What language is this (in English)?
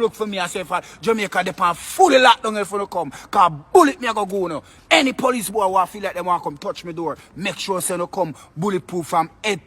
Jamaican Creole English